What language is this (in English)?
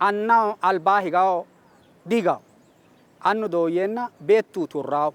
Sidamo